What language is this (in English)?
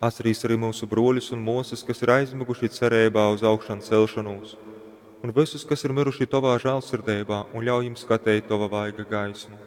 Latgalian